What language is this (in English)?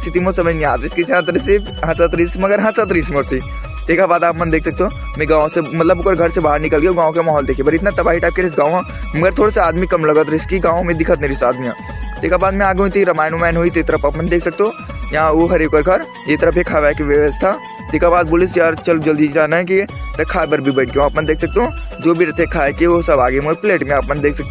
Chhattisgarhi